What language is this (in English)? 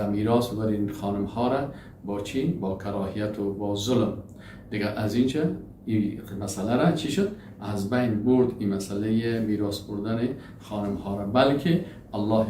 Persian